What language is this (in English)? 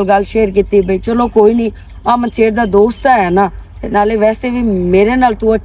Western Panjabi